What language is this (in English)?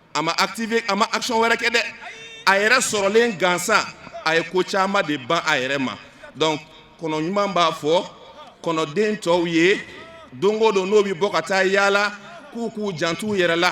Bambara